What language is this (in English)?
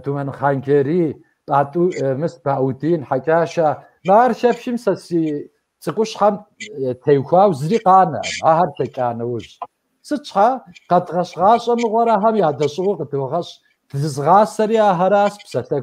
Kabardian